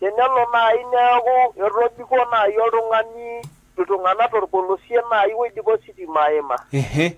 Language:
Masai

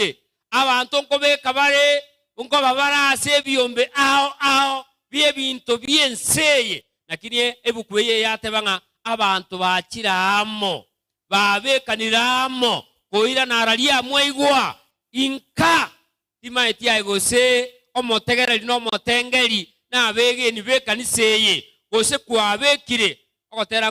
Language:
Gusii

